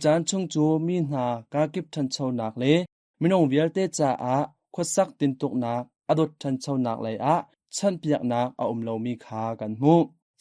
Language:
Hakha Chin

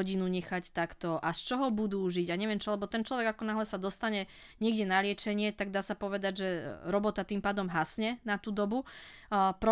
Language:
Slovak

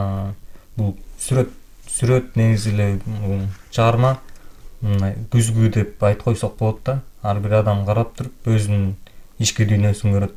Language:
Kyrgyz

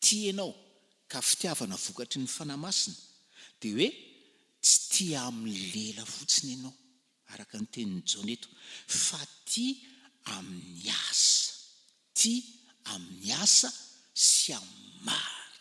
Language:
Malagasy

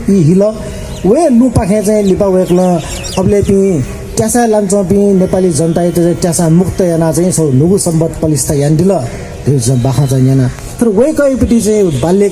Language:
Newari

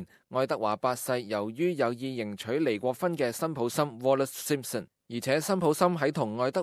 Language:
Cantonese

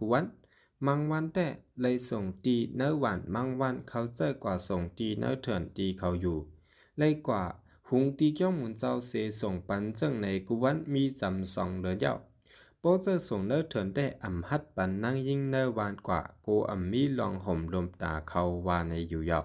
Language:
Shan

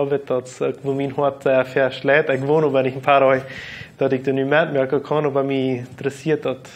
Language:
Plautdietsch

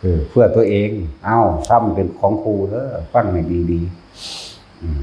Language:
Northeastern Thai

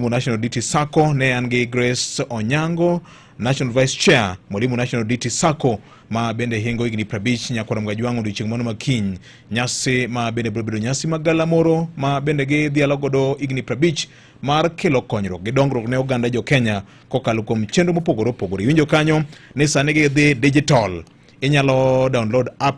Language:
Luo (Kenya and Tanzania)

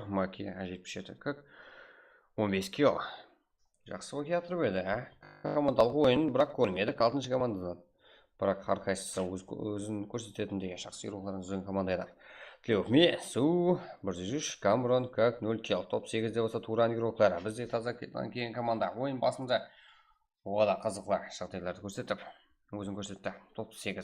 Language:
Kara-Kalpak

